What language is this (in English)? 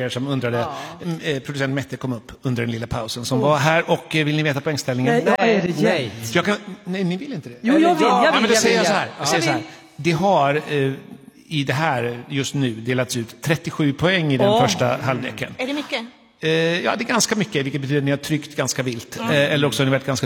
Swedish